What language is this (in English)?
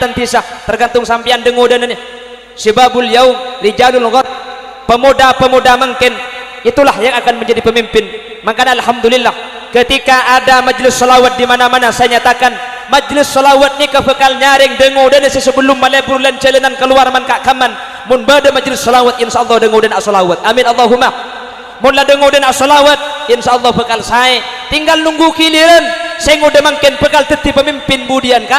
Madurese